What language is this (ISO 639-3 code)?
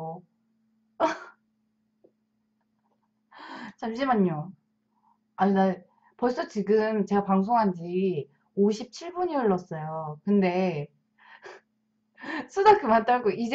kor